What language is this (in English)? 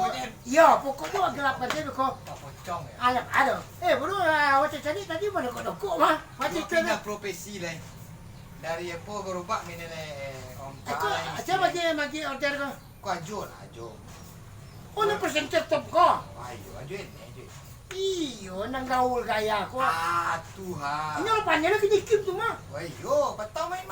Minangkabau